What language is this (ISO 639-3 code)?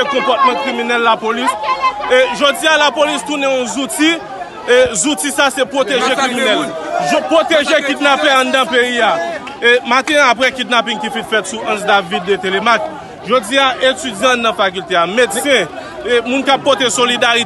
hat